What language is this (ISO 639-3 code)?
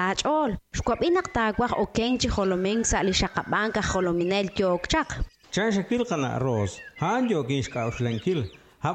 kek